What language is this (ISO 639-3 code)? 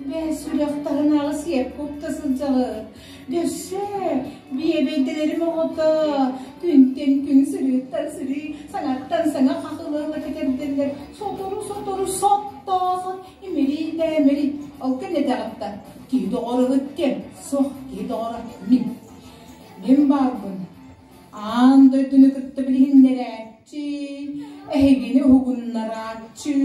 sah